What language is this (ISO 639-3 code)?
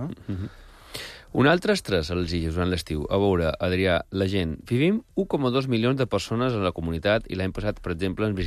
cat